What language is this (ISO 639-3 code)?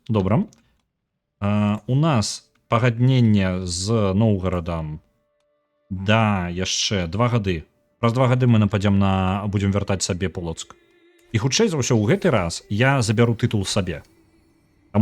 bel